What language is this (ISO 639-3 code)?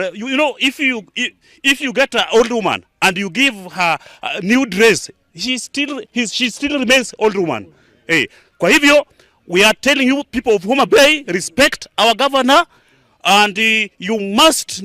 guz